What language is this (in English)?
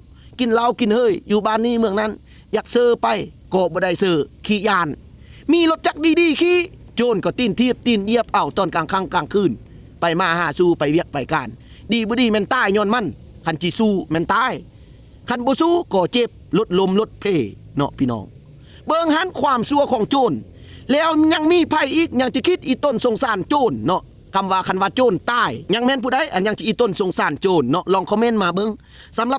Lao